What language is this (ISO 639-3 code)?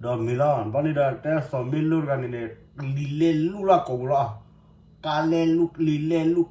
ksw